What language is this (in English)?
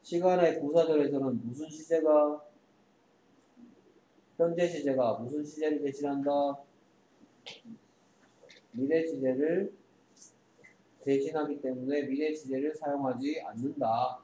Korean